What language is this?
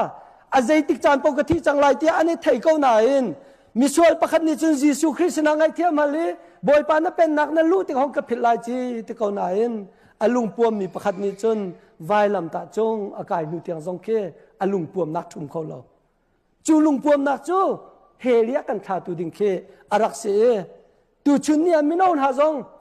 Hakha Chin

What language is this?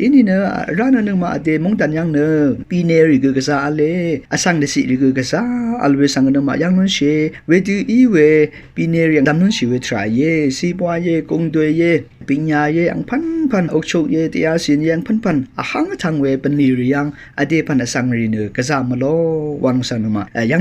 Rawang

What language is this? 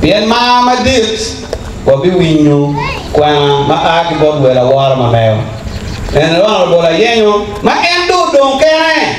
Acoli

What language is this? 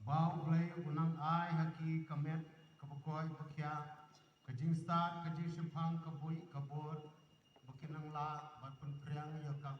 Khasi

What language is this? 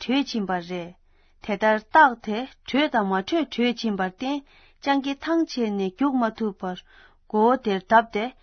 Tibetan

